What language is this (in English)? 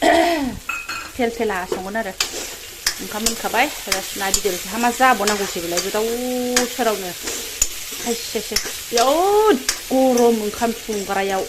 Bodo